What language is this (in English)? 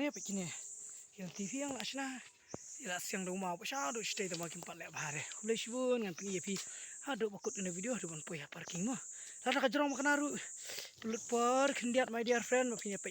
Khasi